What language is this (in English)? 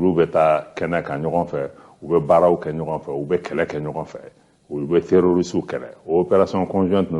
Bambara